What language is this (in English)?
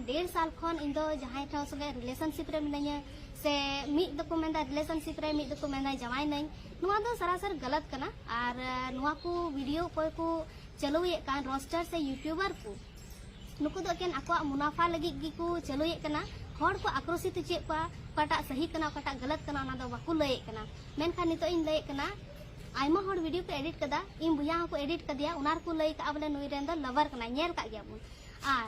Santali